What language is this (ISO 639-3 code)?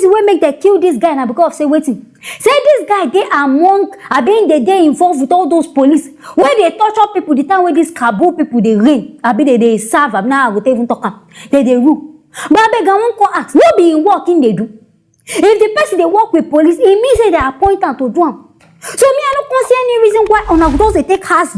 pcm